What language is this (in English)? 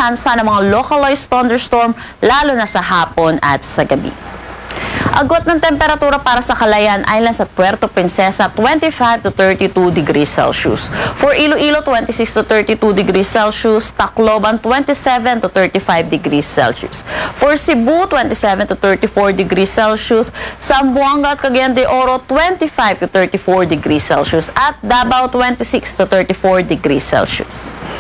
Filipino